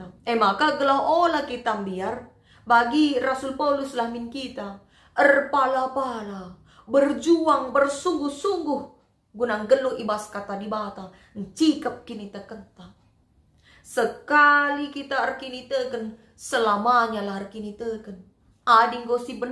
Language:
Batak Karo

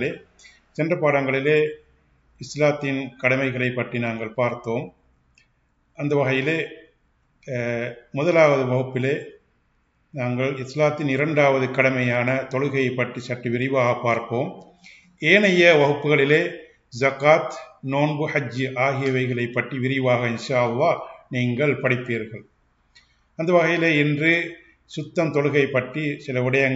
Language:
Tamil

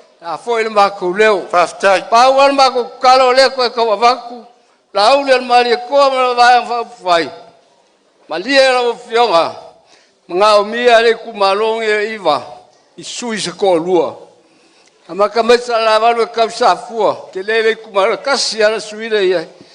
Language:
Samoan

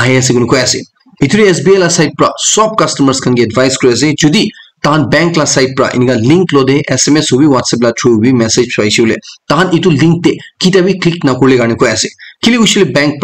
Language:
Naga Pidgin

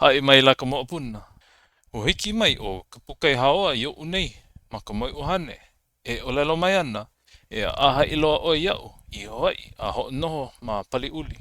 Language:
Hawaiian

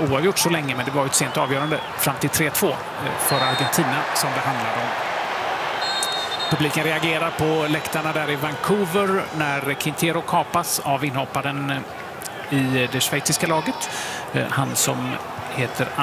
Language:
Swedish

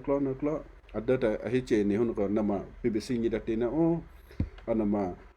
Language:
Western Kayah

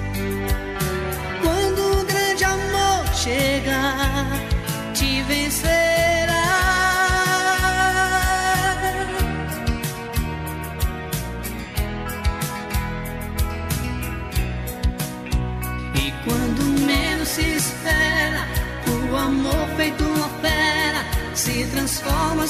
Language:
Portuguese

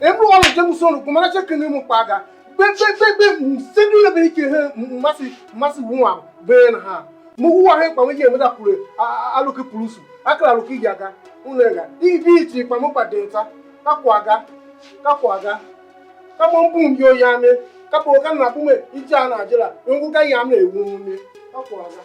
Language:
Tiv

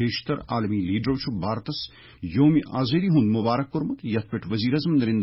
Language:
Kashmiri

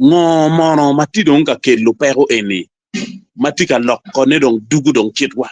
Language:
Acoli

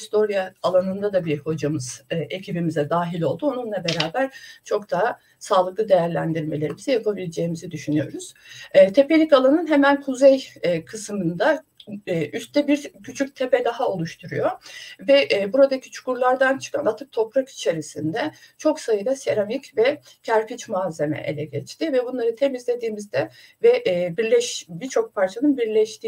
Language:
Turkish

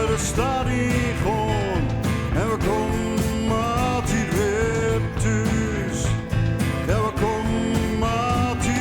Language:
Gronings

